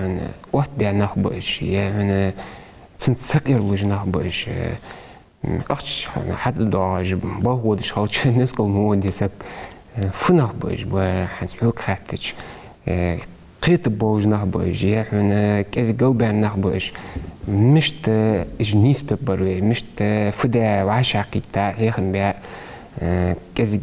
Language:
Ingush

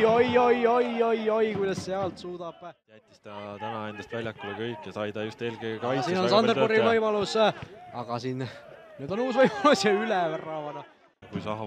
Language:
Estonian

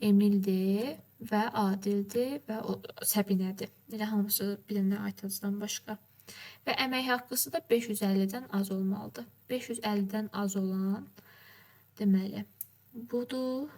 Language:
Azerbaijani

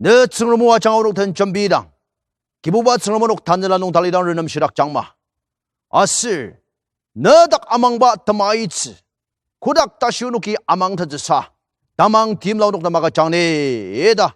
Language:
Ao Naga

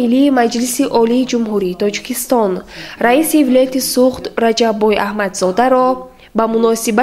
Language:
Tajik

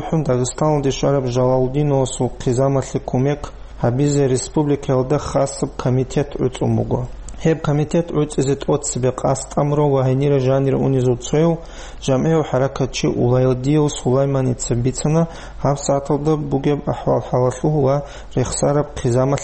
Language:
Avaric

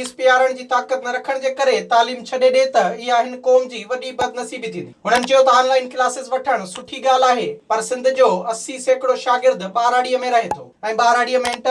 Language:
Sindhi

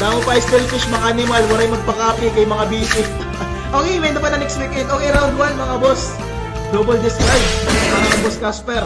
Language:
Waray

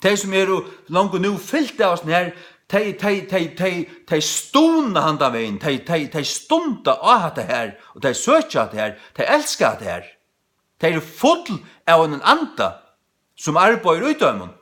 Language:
Faroese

